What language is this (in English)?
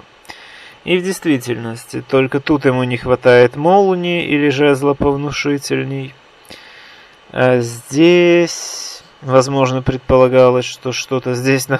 Russian